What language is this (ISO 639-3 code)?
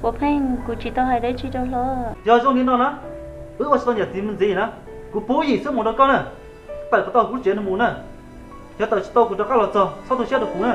hmn